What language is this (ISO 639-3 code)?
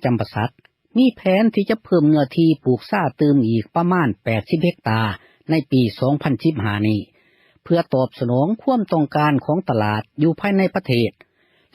lao